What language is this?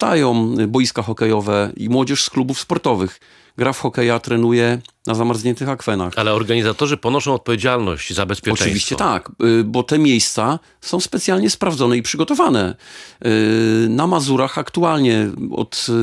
Polish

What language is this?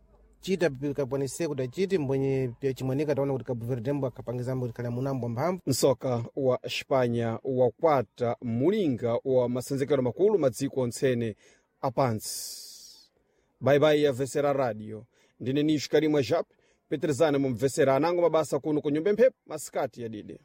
Sena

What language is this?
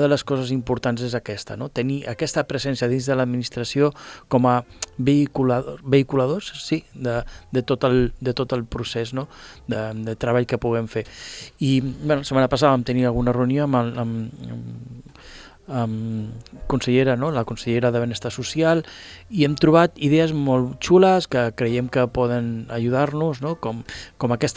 Catalan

